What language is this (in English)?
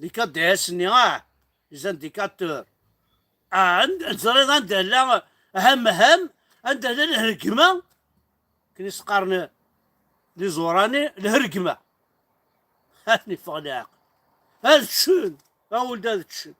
Kabyle